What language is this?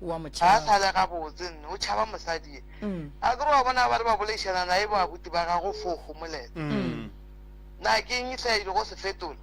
Northern Sotho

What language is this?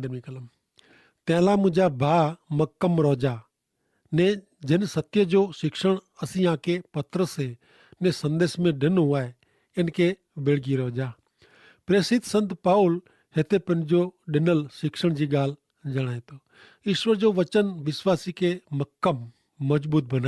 Kachhi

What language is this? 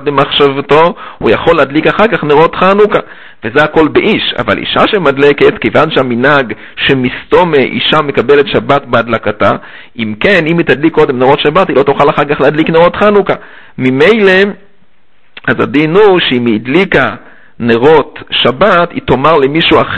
Hebrew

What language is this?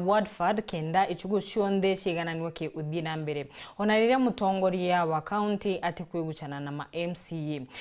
Meru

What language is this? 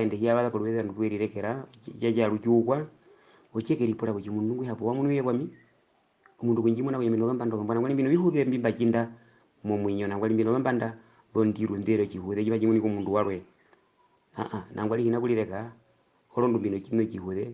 Herero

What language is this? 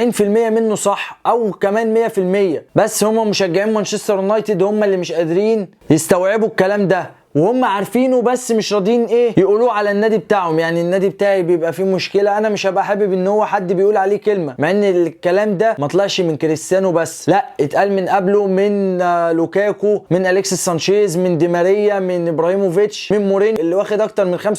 Egyptian Arabic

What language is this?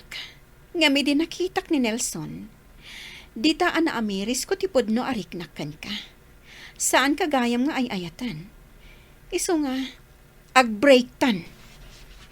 Iloko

